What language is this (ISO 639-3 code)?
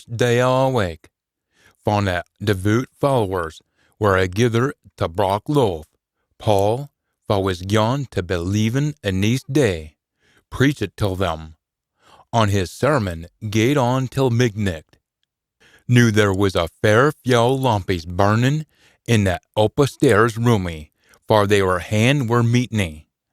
sco